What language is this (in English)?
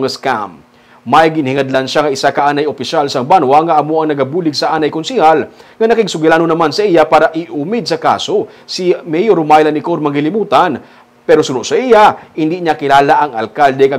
Hiligaynon